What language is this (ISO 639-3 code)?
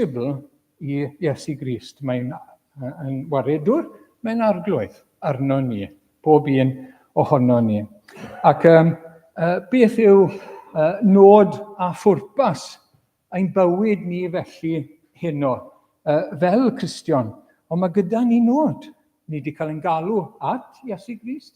cym